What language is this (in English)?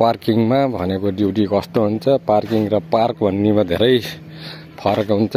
Nepali